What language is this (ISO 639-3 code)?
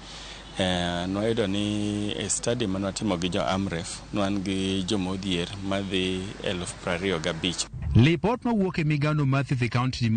luo